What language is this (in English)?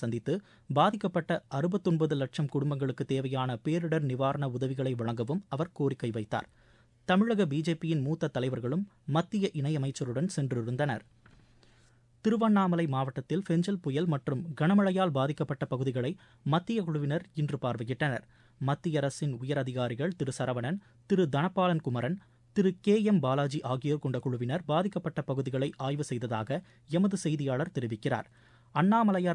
Tamil